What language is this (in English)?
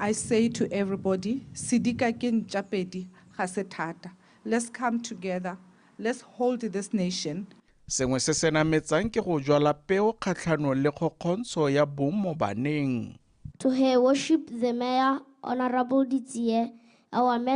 Tswana